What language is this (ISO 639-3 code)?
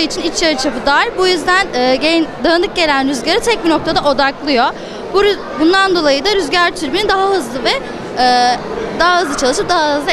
tur